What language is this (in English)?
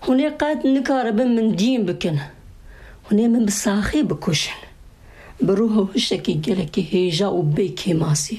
Kurdish